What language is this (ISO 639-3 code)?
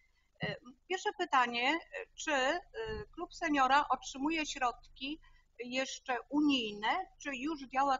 pol